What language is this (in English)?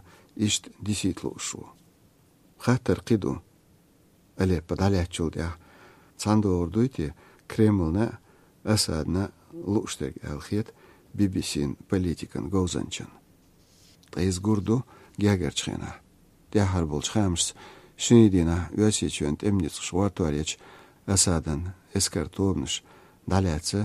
Chechen